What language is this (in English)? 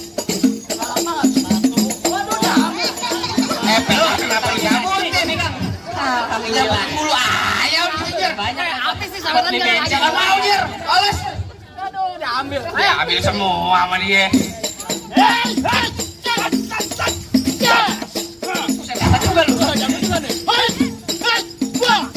Betawi